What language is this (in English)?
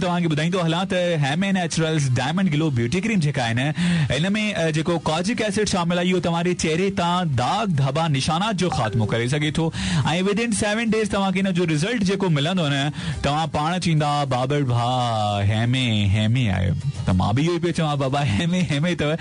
Sindhi